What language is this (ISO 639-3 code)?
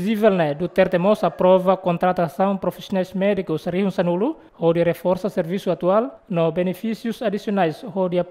tet